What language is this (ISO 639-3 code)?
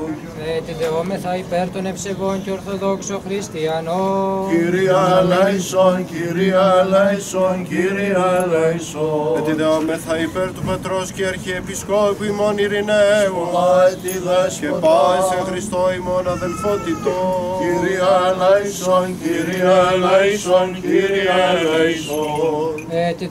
ell